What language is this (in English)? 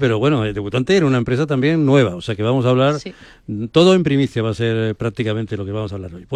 Spanish